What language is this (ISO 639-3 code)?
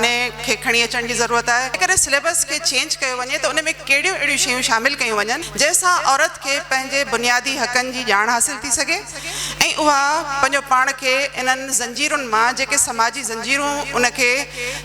snd